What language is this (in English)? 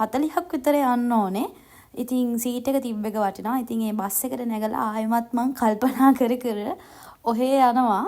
Sinhala